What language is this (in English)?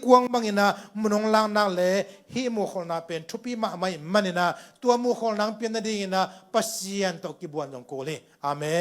Tedim Chin